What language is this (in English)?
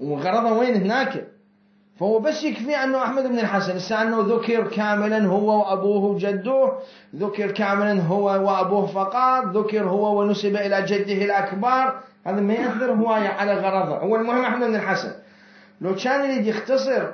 Mesopotamian Arabic